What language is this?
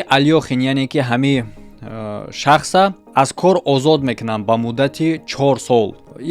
Tajik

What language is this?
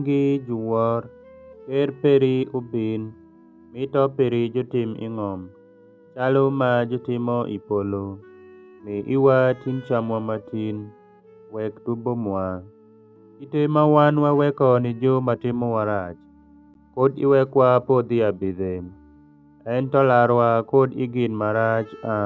Alur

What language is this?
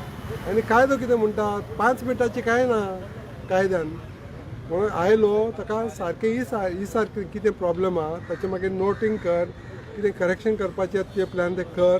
Konkani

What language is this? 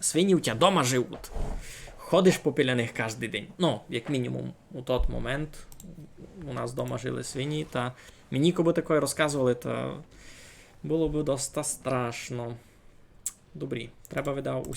Rusyn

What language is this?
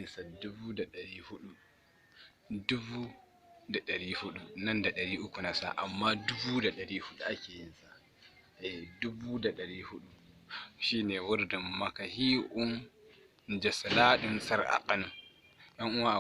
Hausa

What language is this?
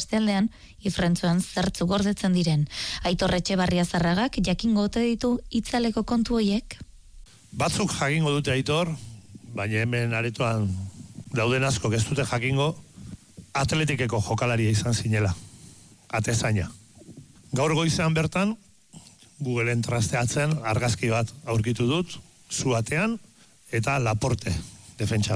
Basque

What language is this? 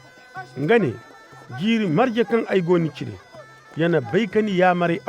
Koyraboro Senni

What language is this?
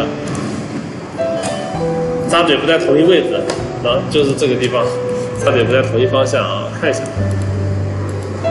Chinese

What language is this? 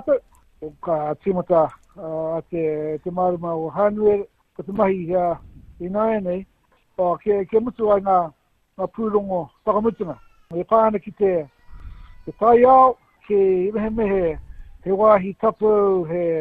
Māori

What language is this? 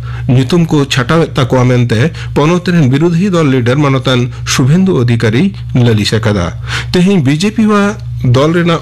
Santali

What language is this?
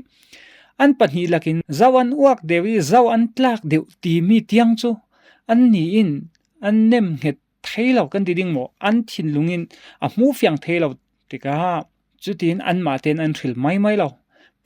Falam Chin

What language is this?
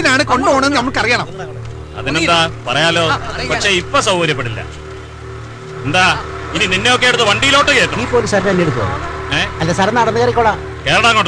Malayalam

